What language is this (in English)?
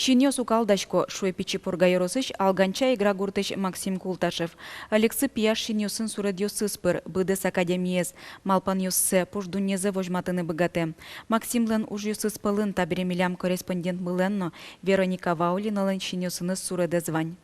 Udmurt